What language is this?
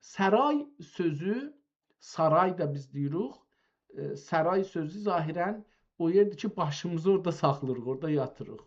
South Azerbaijani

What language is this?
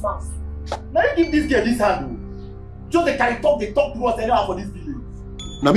Nigerian Pidgin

